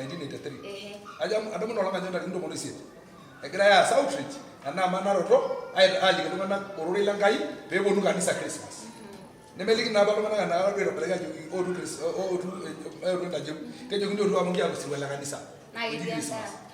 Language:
Masai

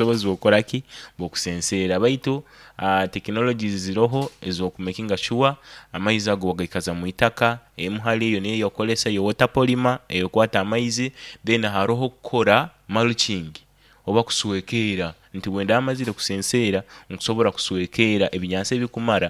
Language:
Nyoro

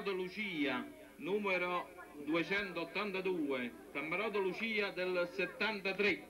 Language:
Italian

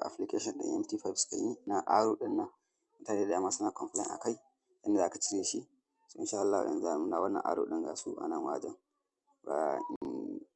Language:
Hausa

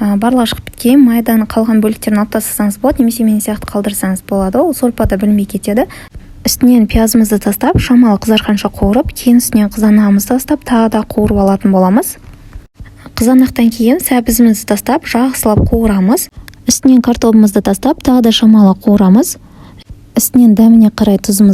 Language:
Kazakh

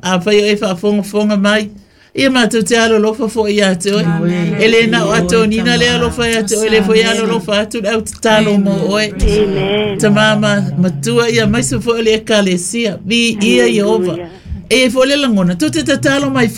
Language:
Samoan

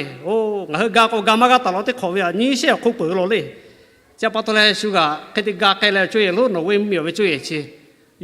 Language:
Lahu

